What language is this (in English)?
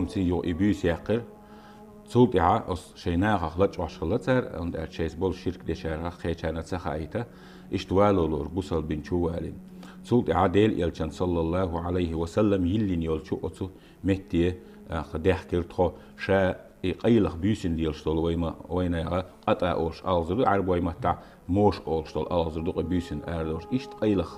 Chechen